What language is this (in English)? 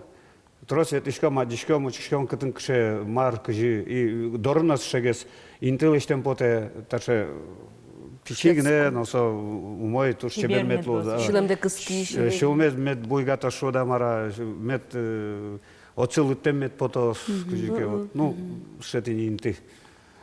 Udmurt